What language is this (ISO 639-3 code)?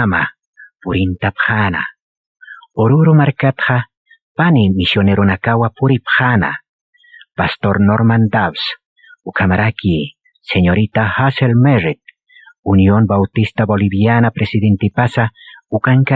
aym